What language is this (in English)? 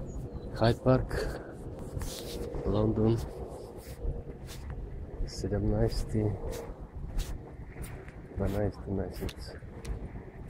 Bulgarian